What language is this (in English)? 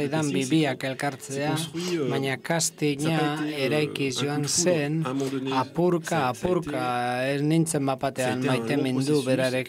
Basque